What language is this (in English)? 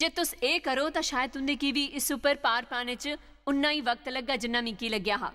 Dogri